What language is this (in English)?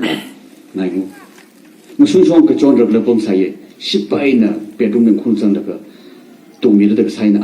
Tangkhul Naga (India)